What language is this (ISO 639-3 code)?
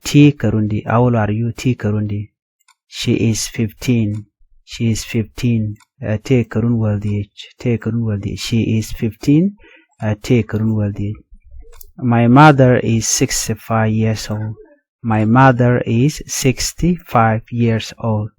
nus